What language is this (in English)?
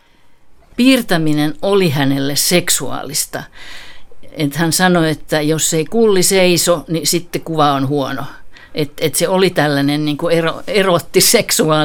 Finnish